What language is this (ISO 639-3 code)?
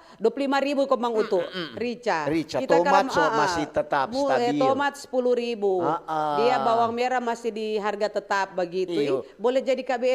xmm